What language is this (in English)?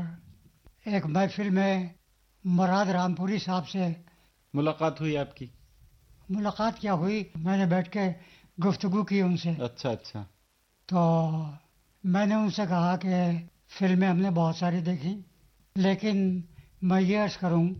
Urdu